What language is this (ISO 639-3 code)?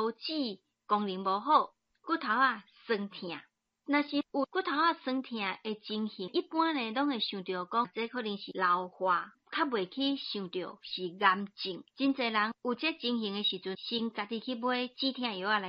nan